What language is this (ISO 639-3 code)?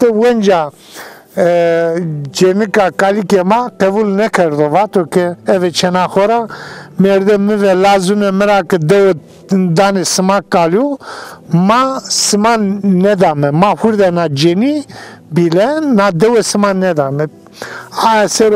zza